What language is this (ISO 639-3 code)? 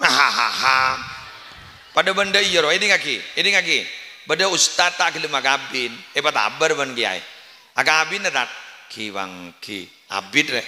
mad